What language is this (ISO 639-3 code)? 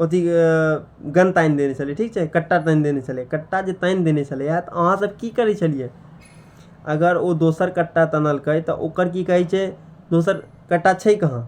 mai